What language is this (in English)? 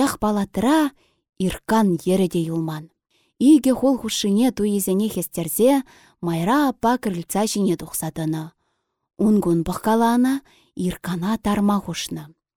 Chuvash